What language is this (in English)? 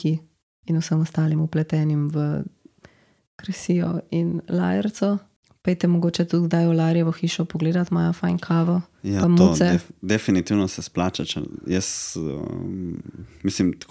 Slovenian